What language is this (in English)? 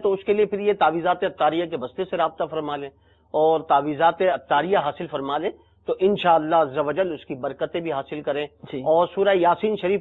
Urdu